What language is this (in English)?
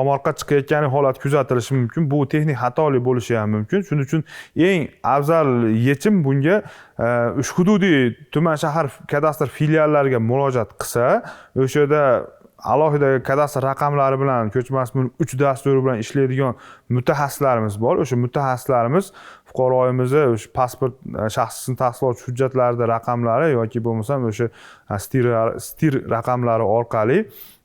Uzbek